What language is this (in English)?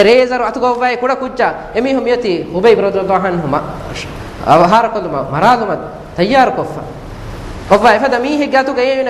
Divehi